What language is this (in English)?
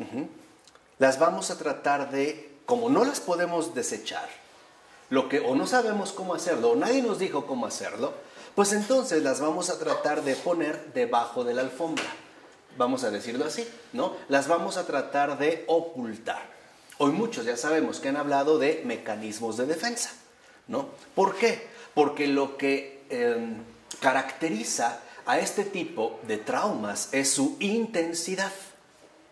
Spanish